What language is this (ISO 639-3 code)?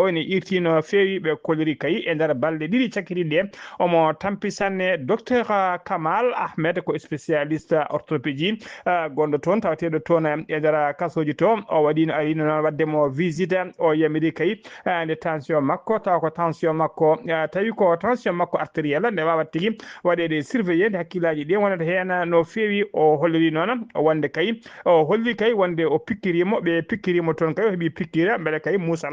ful